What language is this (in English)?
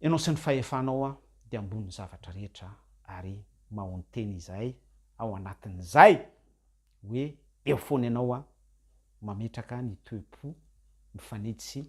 Malagasy